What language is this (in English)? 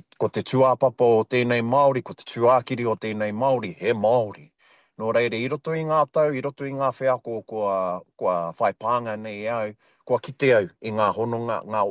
Māori